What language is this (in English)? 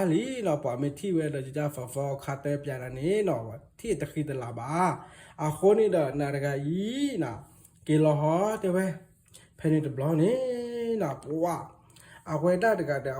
S'gaw Karen